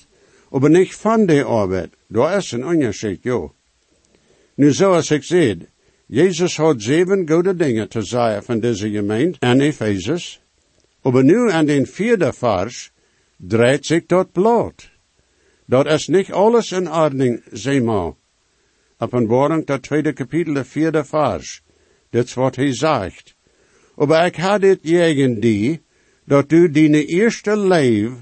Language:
Plautdietsch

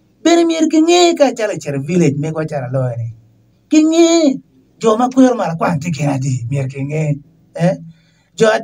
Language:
Acoli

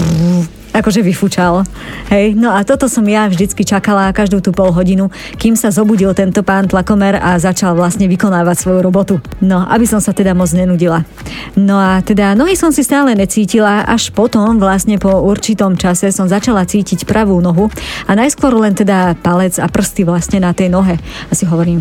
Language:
Slovak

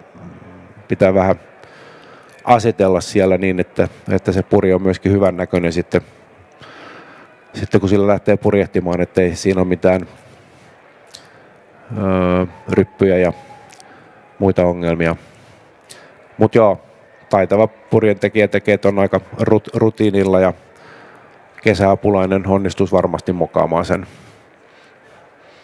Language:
Finnish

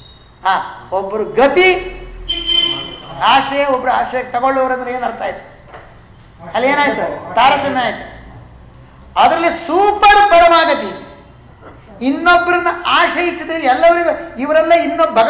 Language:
Kannada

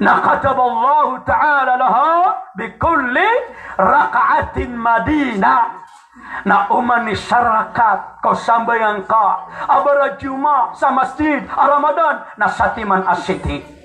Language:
Maranao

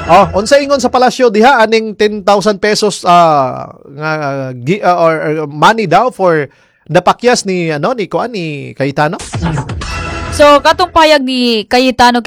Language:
Cebuano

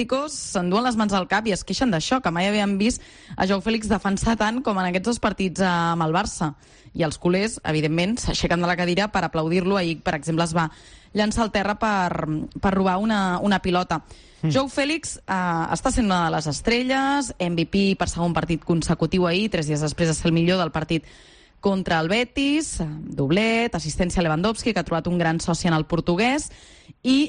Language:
Catalan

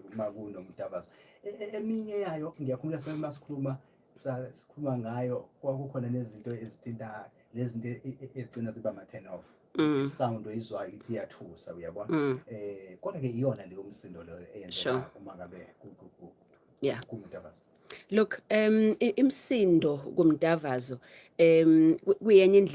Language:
Zulu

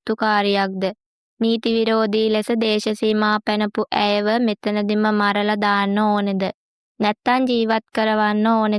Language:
Sinhala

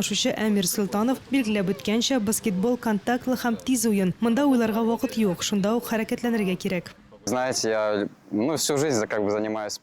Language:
Tatar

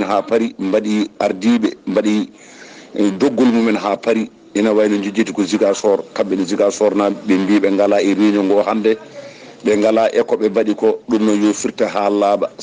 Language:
Fula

